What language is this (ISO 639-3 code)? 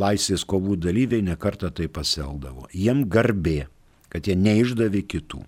lit